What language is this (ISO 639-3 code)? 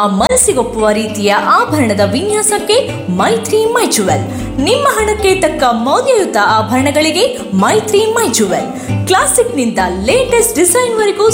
kan